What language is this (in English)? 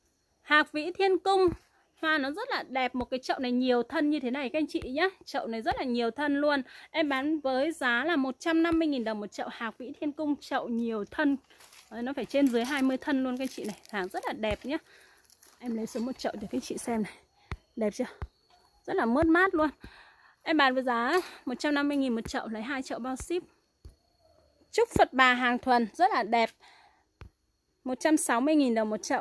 Vietnamese